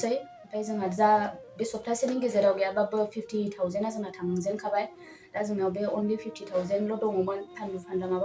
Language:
Bodo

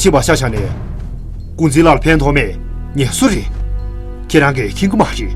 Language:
Tibetan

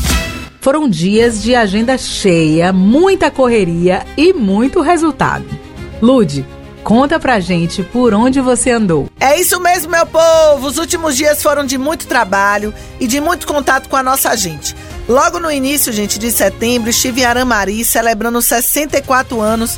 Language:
Portuguese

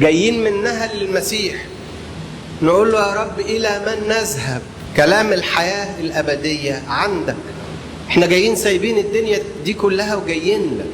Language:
Egyptian Arabic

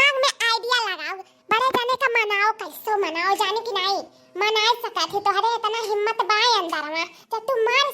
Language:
Awadhi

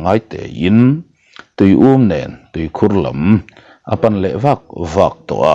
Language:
Mizo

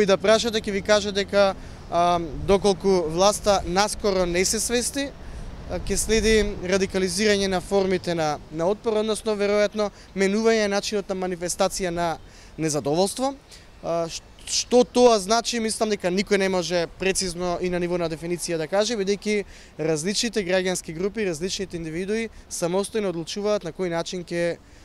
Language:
Macedonian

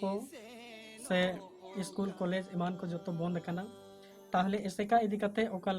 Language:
Santali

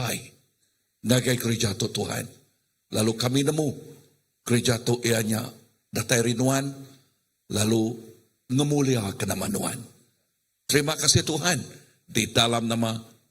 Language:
Iban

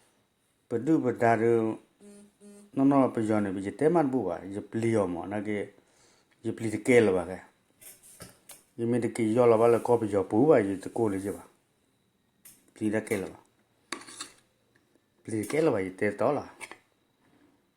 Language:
S'gaw Karen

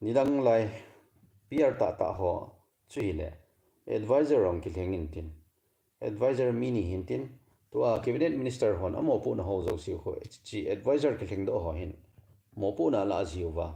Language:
Thado Chin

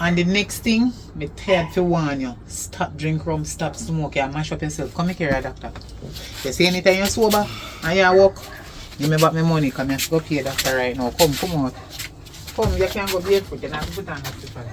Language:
Jamaican Creole English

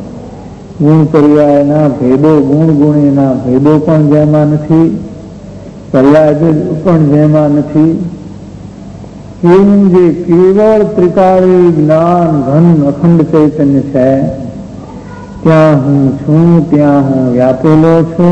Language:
Gujarati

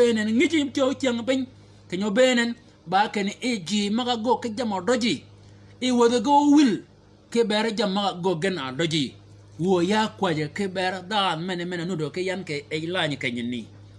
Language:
Shilluk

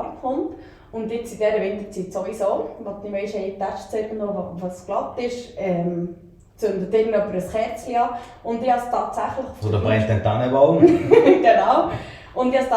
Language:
Swiss German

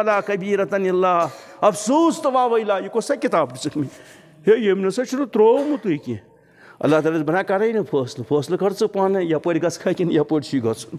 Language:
Kashmiri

